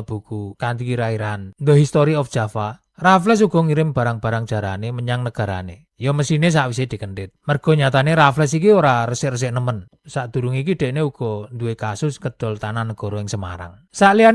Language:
Javanese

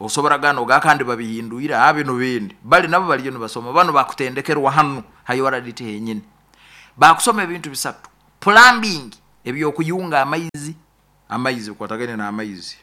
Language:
Nyoro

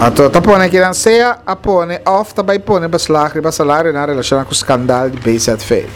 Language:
Papiamento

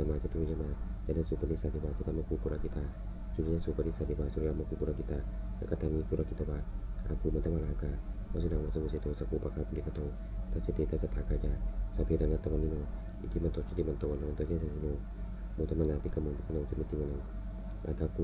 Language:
Pali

